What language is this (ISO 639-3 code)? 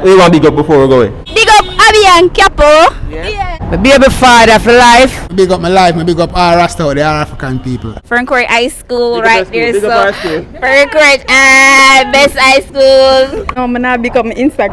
jam